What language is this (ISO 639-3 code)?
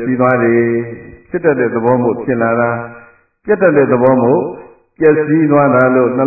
mya